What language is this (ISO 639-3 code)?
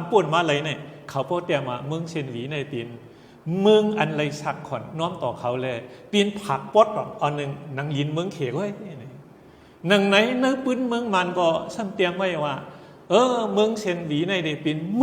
shn